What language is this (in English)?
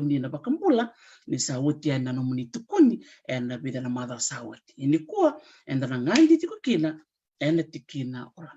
Fijian